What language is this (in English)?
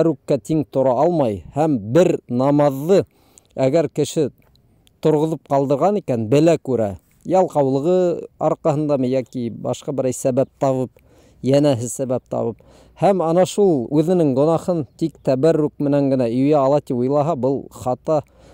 Bashkir